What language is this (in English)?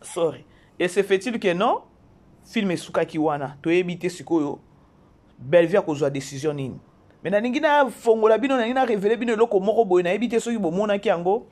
Lingala